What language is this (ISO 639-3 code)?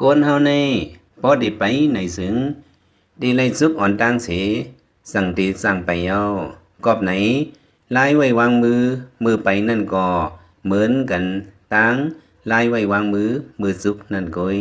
lao